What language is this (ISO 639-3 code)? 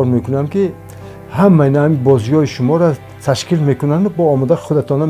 tgk